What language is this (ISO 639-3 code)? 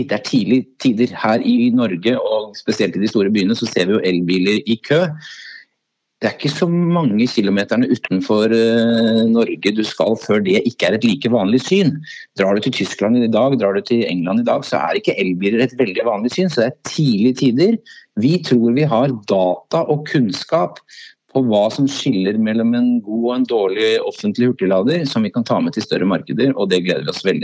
nor